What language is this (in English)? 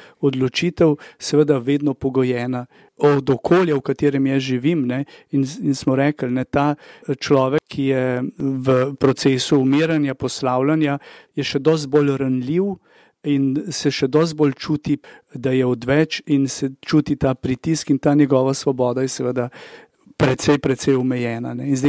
Slovenian